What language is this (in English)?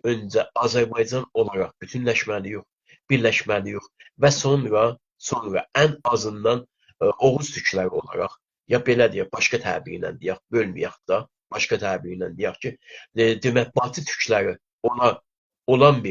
South Azerbaijani